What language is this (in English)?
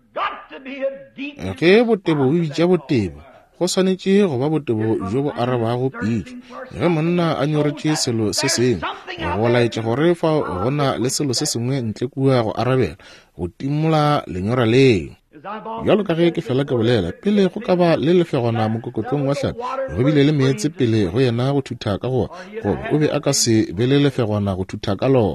Northern Sotho